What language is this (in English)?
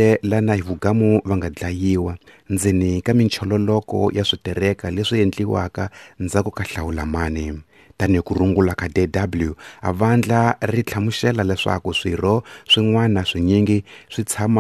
Tsonga